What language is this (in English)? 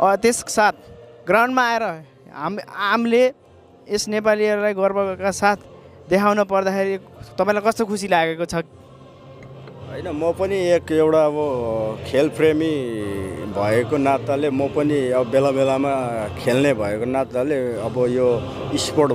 Nepali